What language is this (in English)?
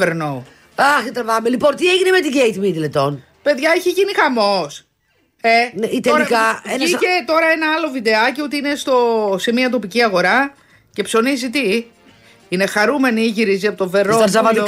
Greek